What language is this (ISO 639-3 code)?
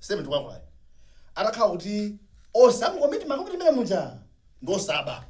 nya